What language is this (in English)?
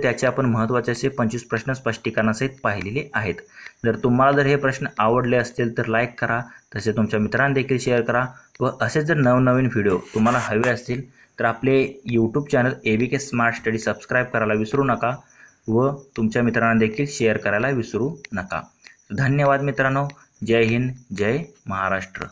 Marathi